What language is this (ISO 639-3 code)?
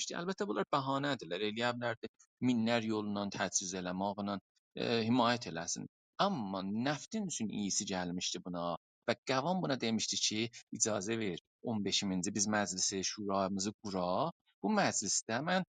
azb